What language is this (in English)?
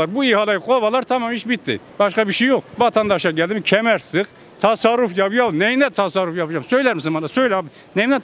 Turkish